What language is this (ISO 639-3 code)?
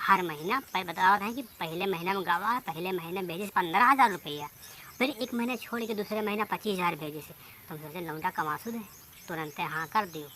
awa